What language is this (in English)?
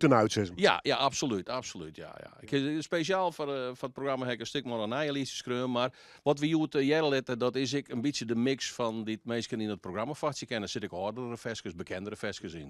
Western Frisian